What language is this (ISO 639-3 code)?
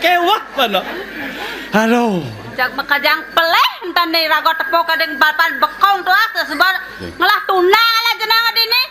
ban